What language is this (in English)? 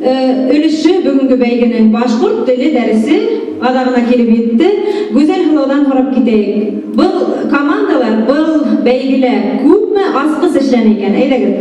Bashkir